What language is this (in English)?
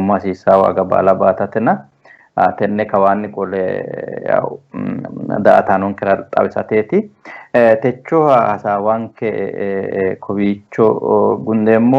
Sidamo